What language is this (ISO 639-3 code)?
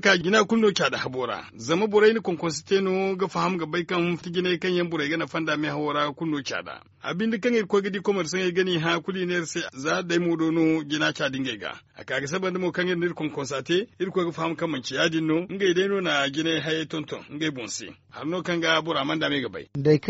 dje